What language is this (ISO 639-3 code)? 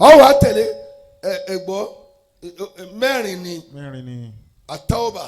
yor